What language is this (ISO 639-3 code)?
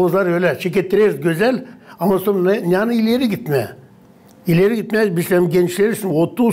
gag